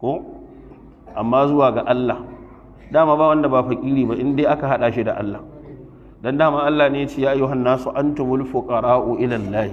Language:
Hausa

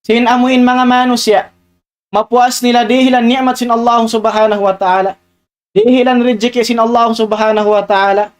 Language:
Tausug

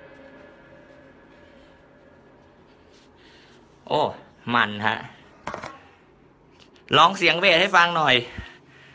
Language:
Thai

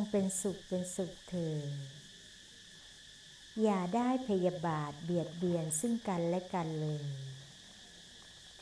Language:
Thai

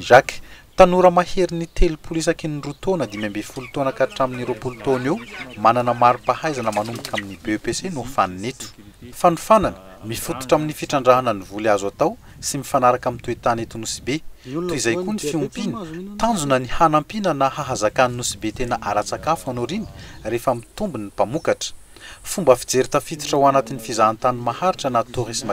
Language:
Malagasy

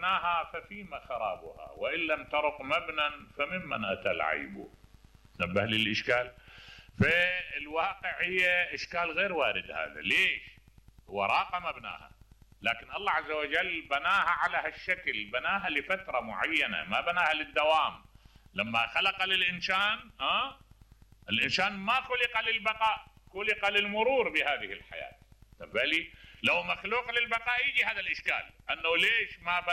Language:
Mesopotamian Arabic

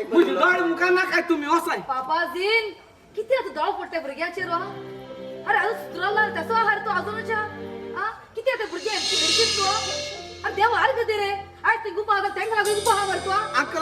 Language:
Konkani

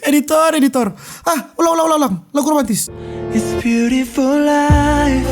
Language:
Manado Malay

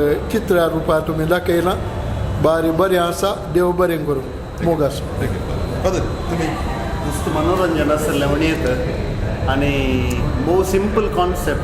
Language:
Konkani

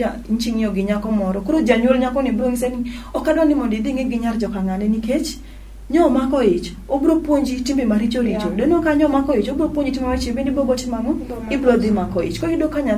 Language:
Luo (Kenya and Tanzania)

